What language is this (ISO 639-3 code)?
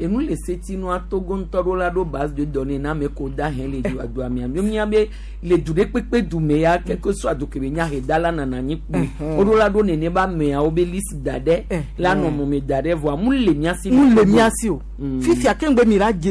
gej